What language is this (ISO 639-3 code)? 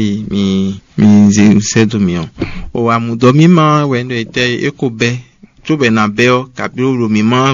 fon